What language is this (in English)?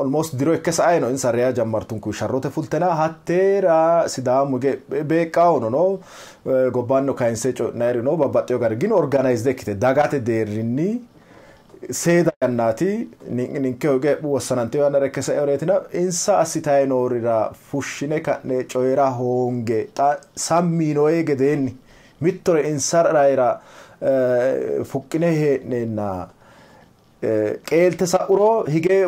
Sidamo